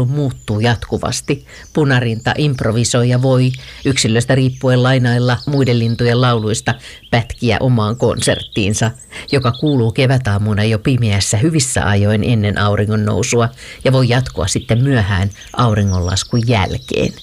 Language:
Finnish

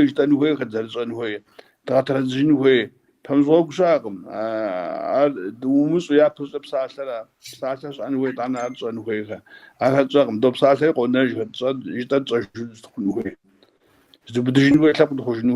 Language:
Kabardian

